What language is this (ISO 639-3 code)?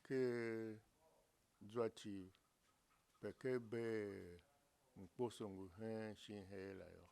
tiv